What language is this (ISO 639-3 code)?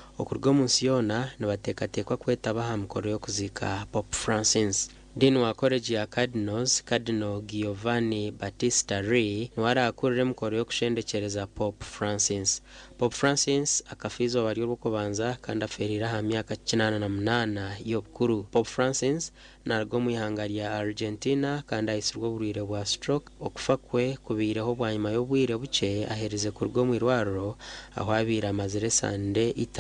nyn